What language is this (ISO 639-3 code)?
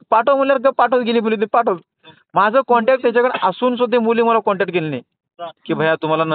mar